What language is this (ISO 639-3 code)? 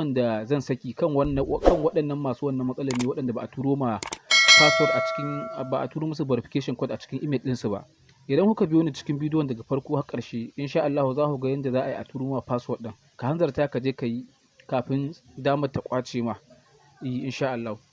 hau